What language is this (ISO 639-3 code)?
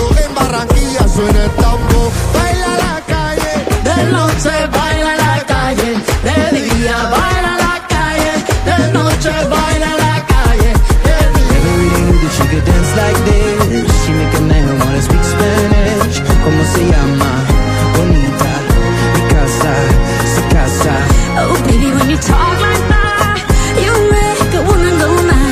por